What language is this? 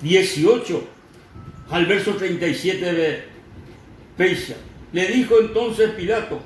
Guarani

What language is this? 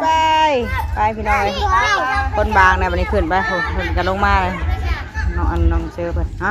Northeastern Thai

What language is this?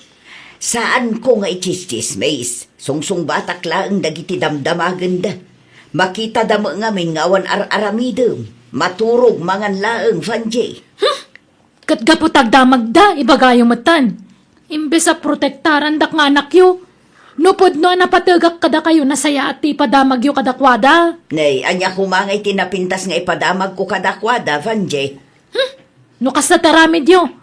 Iloko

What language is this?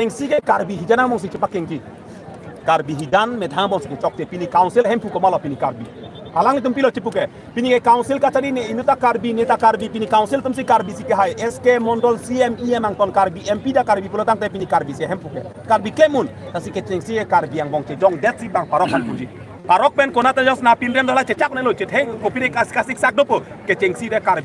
Karbi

